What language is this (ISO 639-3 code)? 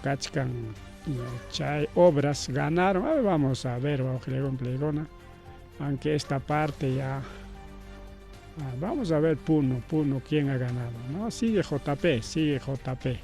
quy